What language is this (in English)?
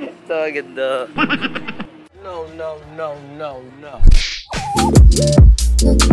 Filipino